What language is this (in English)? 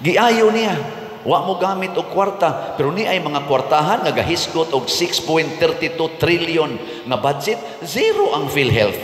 Cebuano